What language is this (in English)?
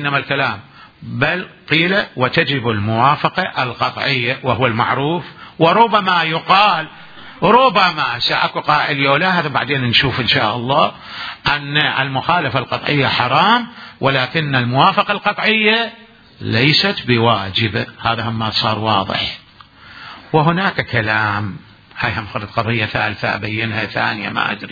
Mesopotamian Arabic